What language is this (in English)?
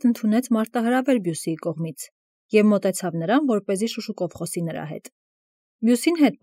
Armenian